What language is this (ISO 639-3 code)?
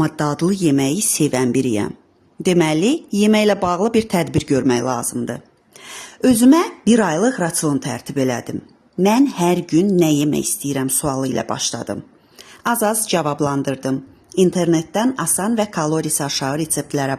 aze